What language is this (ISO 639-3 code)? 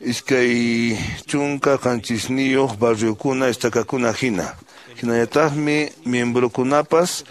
que